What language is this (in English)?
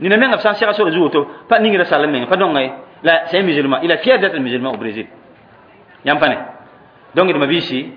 Mossi